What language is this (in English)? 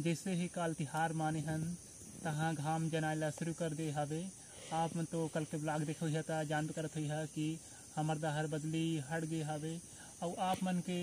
Chhattisgarhi